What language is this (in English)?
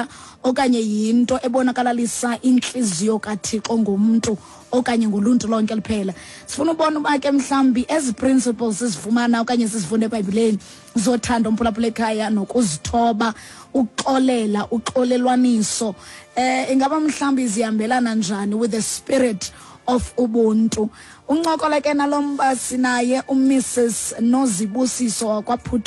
Xhosa